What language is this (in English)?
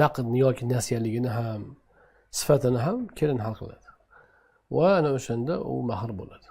Uzbek